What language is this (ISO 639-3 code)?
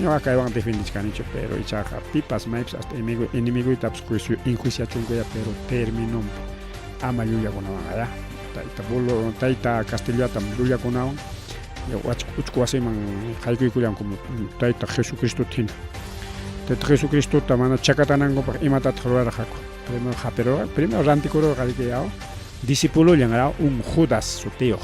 quy